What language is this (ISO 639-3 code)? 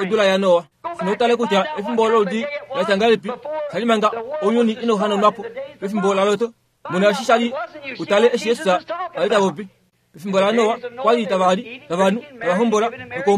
kua